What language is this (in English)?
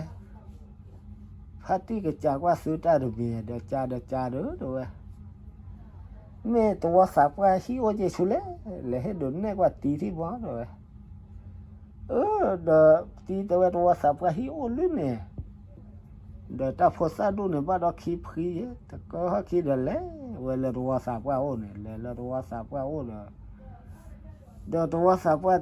S'gaw Karen